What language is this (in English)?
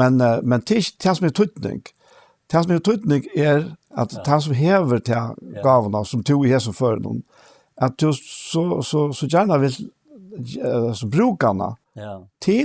Faroese